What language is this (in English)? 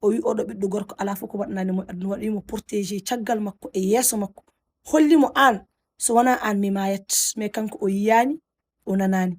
Fula